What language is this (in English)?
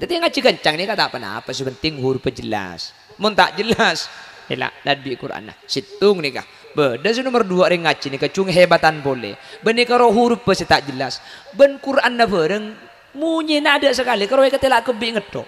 Madurese